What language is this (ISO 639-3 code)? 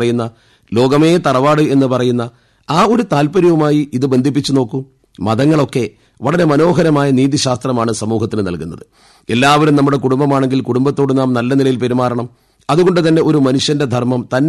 mal